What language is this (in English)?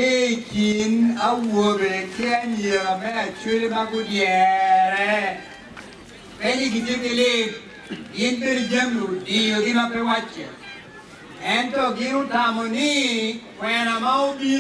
Acoli